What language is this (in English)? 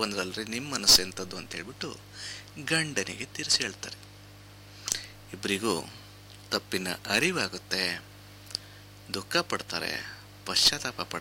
Kannada